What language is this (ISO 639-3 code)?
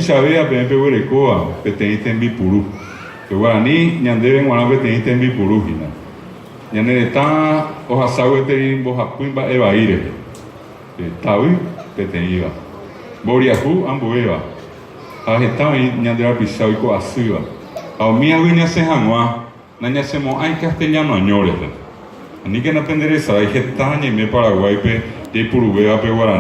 grn